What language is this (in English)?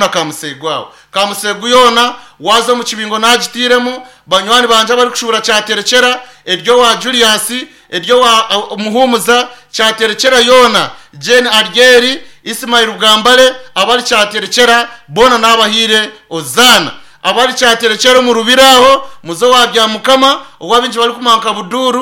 Nyankole